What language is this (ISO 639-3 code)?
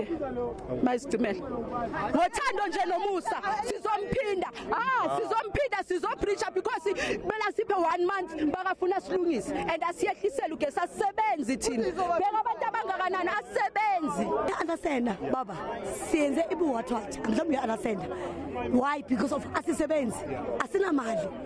zul